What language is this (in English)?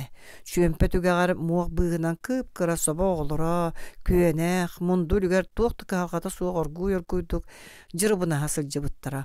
Yakut